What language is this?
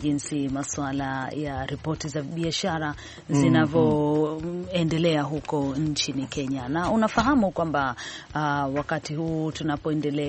Swahili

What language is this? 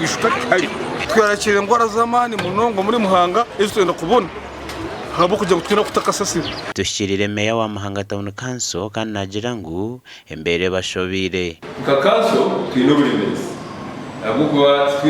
Nyankole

